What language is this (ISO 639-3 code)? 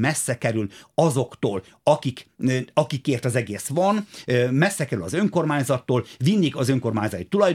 hun